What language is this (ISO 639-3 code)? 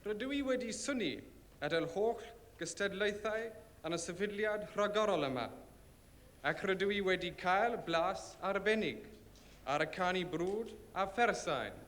cym